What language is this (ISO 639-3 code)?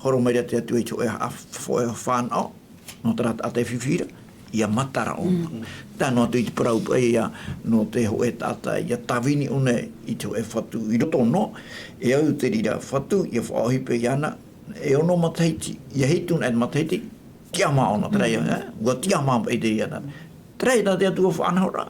tah